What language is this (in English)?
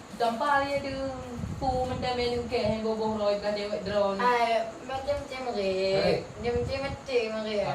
Achinese